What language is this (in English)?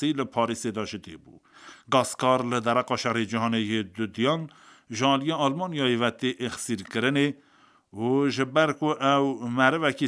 Kurdish